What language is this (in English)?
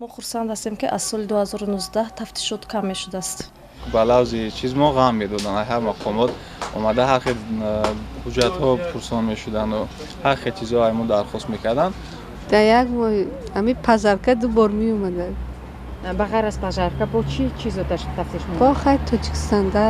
Tajik